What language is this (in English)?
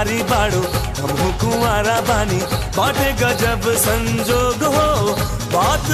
Bhojpuri